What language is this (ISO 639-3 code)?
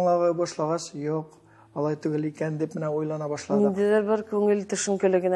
tat